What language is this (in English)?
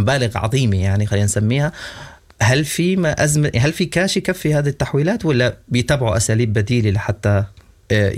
Sudanese Arabic